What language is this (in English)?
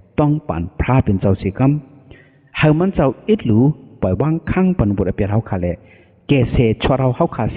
Shan